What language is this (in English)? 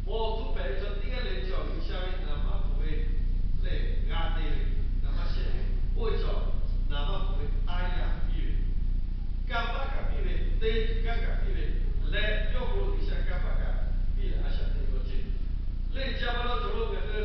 Lahu